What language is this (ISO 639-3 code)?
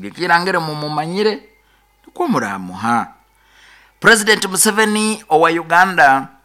nyo